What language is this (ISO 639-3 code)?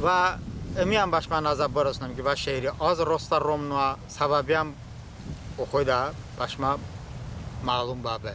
tly